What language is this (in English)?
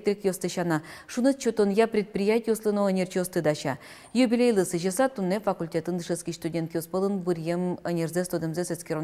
Udmurt